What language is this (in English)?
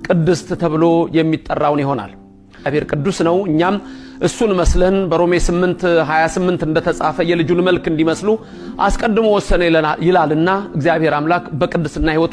Amharic